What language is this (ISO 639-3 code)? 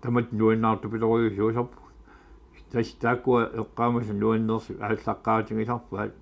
kal